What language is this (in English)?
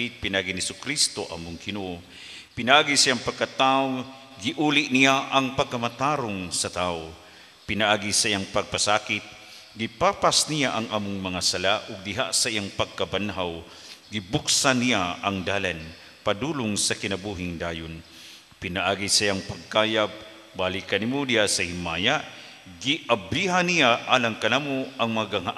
Cebuano